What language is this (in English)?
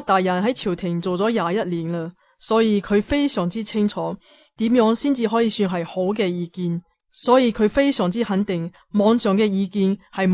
Cantonese